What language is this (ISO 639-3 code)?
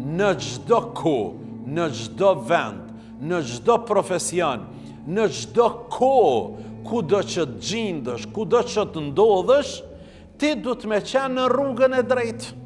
sqi